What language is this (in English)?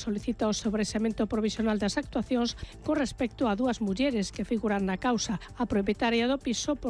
Galician